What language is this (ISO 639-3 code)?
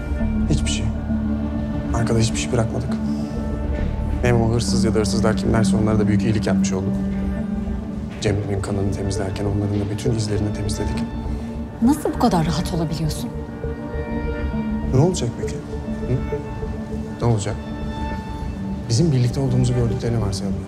tur